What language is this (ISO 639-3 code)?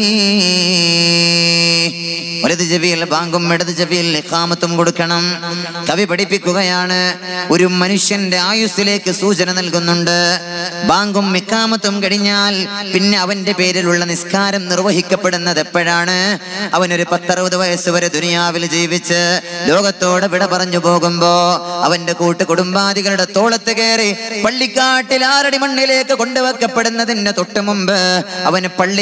mal